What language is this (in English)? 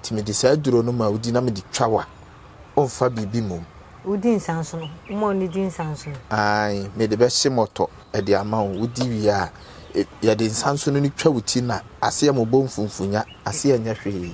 Akan